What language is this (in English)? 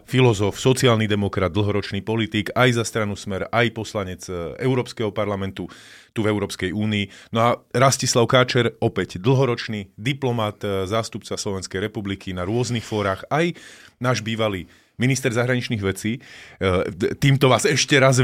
Slovak